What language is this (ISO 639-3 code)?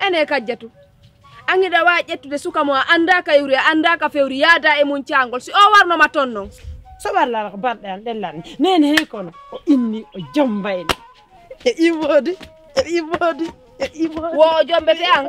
fuf